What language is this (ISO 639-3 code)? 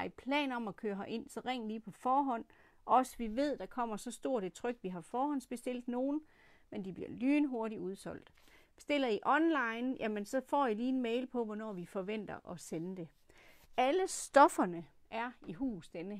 dan